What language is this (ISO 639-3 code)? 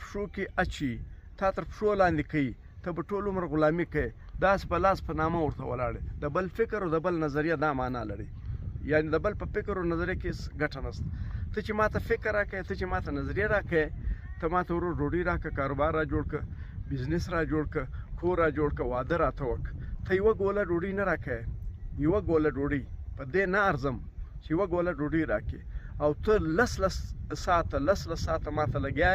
pus